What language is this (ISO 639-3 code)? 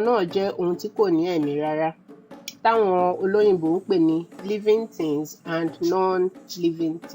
yor